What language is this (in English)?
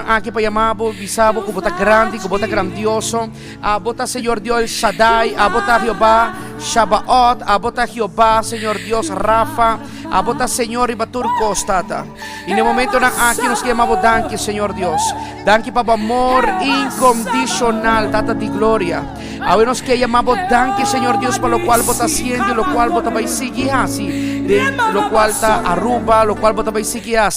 Papiamento